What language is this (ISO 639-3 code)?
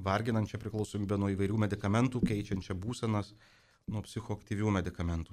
lit